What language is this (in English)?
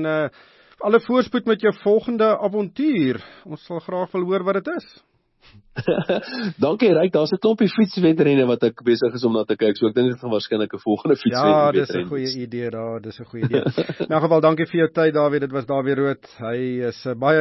Afrikaans